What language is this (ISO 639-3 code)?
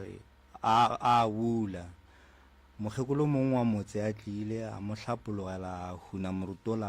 nso